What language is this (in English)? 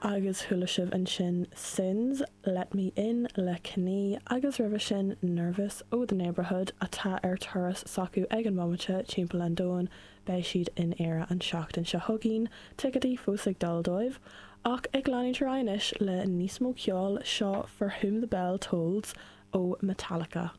Irish